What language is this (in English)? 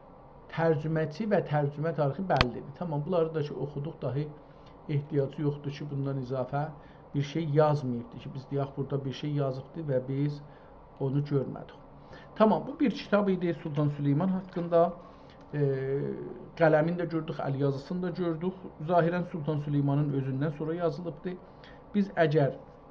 South Azerbaijani